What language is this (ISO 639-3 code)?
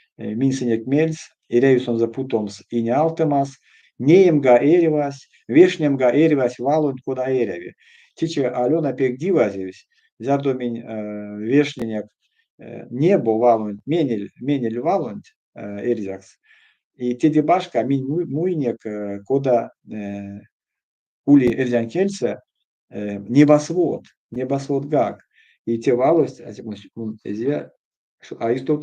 myv